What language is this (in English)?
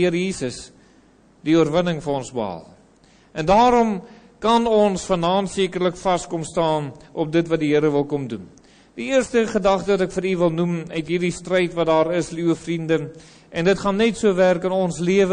Afrikaans